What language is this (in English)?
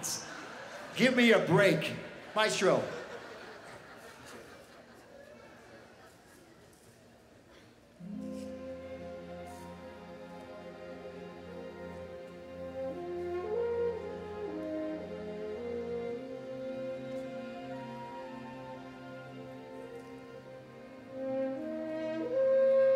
English